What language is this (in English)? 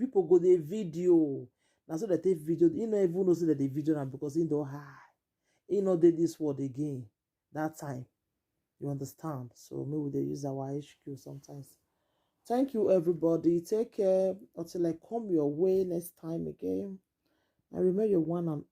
Nigerian Pidgin